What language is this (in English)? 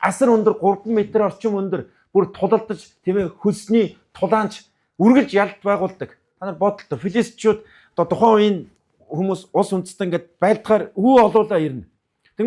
Mongolian